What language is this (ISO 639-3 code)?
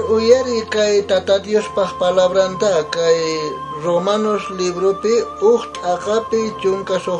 quh